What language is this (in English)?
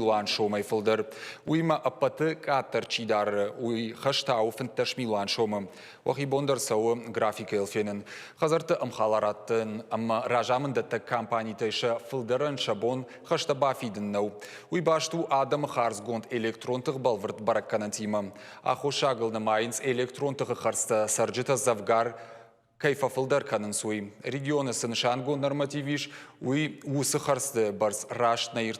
Ossetic